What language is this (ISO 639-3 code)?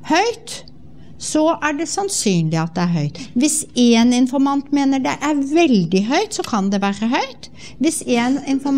nor